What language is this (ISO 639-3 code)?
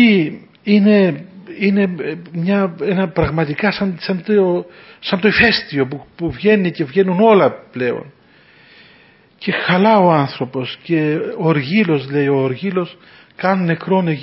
ell